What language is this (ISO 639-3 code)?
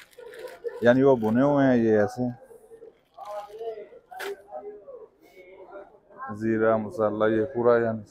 hin